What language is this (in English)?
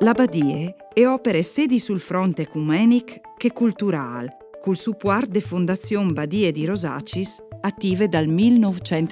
Friulian